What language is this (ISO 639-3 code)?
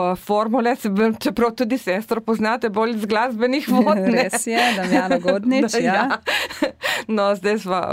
slv